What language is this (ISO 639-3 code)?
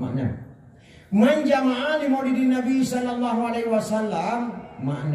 ace